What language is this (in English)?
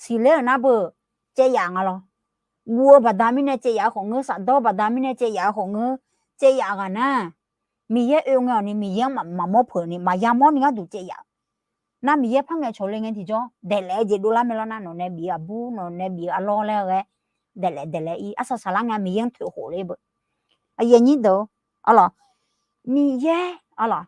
Akha